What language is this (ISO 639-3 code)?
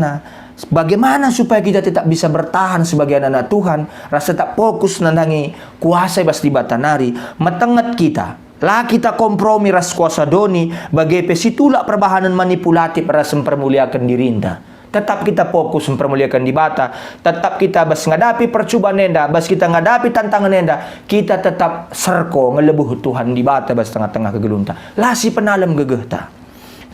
btx